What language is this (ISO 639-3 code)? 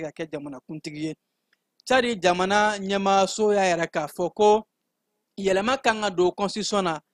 bam